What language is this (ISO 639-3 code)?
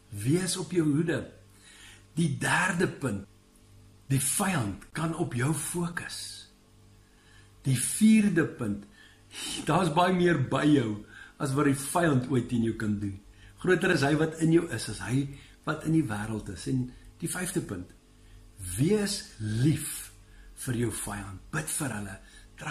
afr